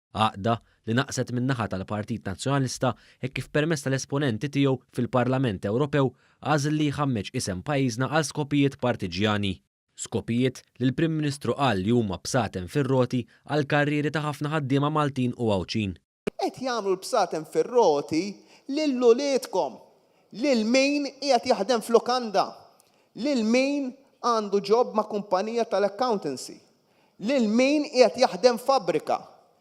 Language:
Maltese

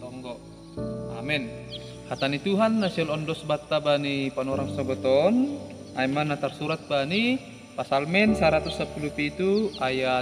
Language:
Batak Simalungun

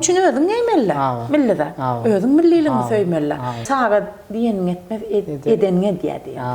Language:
Turkmen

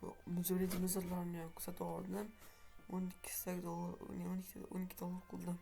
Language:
Uzbek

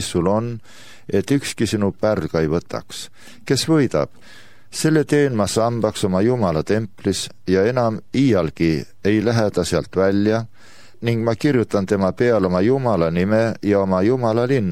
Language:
Estonian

